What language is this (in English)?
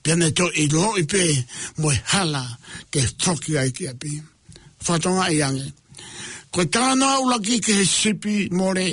Tongan